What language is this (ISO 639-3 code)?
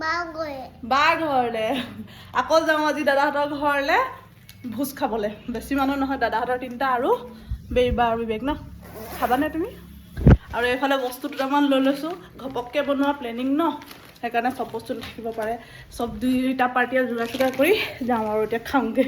asm